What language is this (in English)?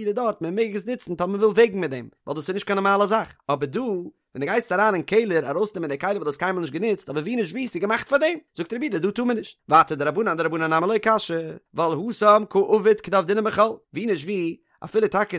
Yiddish